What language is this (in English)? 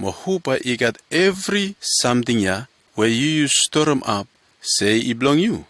Bislama